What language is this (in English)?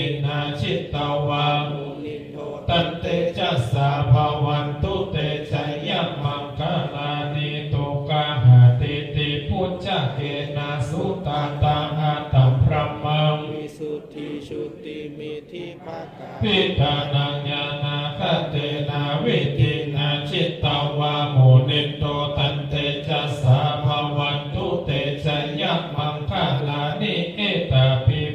Pali